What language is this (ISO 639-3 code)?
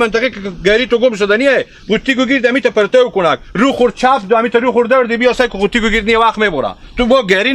haz